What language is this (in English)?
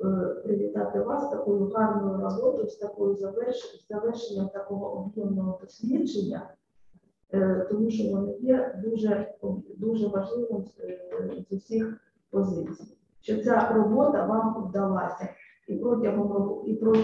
Ukrainian